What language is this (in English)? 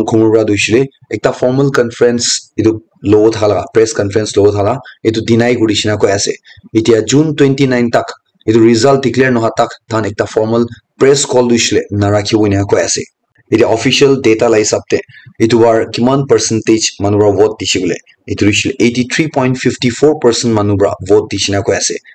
Naga Pidgin